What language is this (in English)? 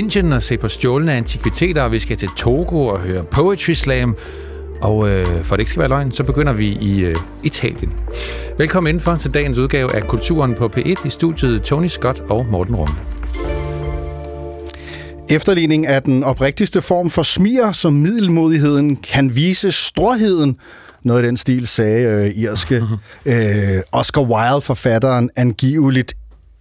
Danish